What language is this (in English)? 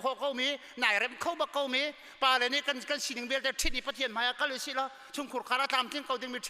Hakha Chin